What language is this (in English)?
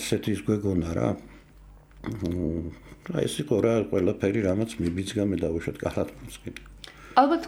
Georgian